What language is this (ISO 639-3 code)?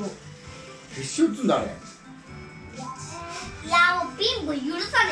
jpn